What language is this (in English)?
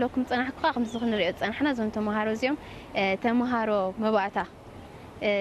Tigrinya